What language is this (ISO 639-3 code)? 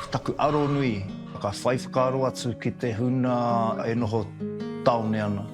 mri